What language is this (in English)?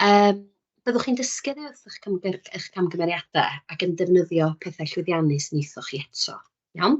Welsh